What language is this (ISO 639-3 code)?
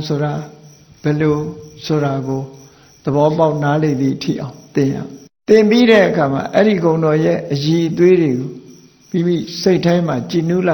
mya